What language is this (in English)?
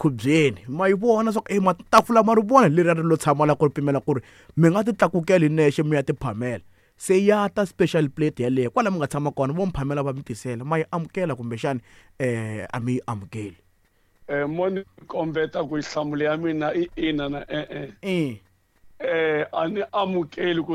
Tsonga